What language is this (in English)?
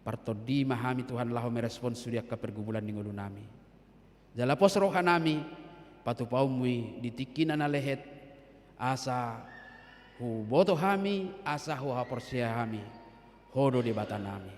Batak Toba